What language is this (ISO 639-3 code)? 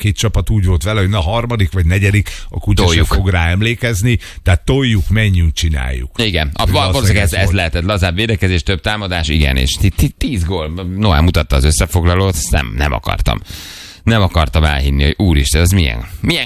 hun